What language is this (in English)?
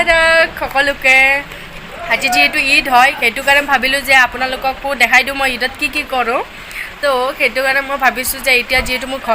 Assamese